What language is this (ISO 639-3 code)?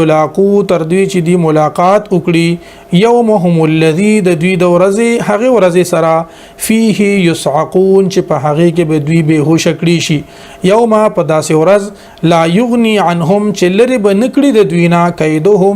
pus